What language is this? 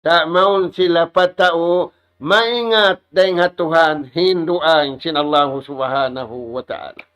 Tausug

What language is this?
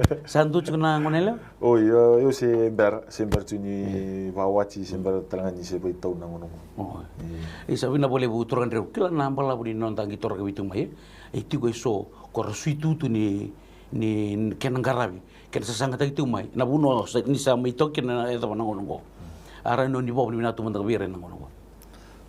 Fijian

